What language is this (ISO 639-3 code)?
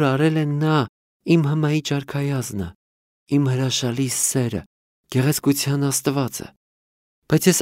hye